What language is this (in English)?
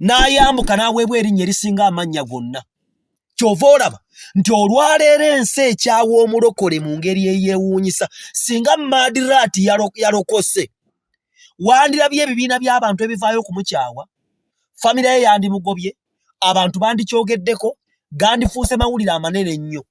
Ganda